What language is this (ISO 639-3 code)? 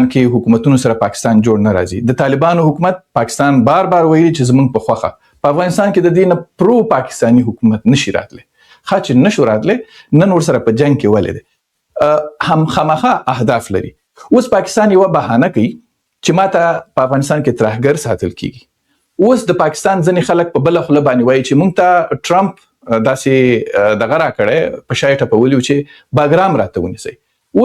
pus